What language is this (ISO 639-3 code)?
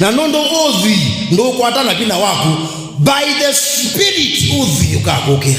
kam